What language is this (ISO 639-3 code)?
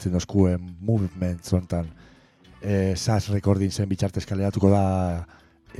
eus